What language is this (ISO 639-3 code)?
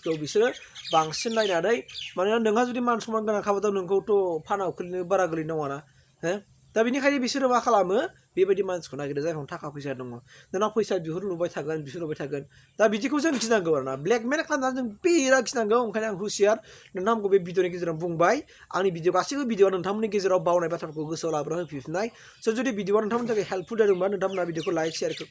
brx